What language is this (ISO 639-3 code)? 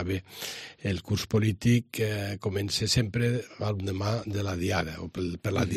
cat